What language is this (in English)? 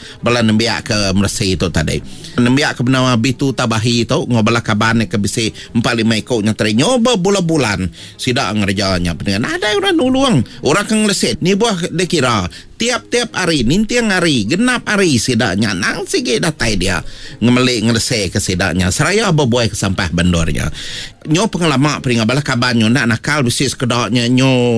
Iban